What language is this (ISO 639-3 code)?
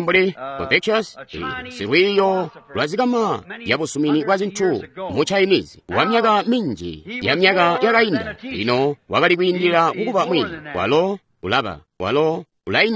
toi